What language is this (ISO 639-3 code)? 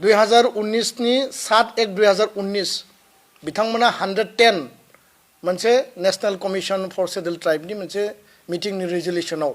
brx